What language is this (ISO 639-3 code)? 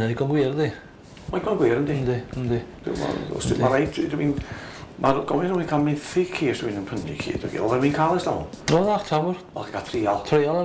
cym